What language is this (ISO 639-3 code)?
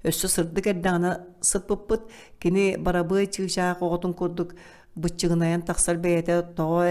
sah